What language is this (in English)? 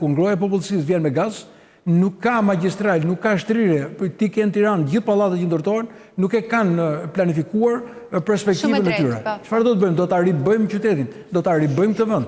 Albanian